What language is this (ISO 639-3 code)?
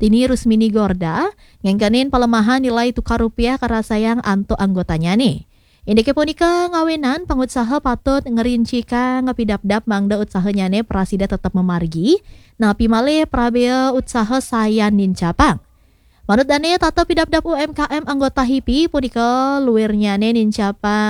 ban